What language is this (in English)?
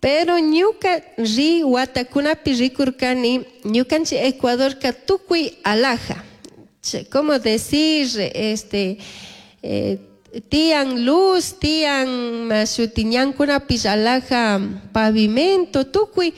Chimborazo Highland Quichua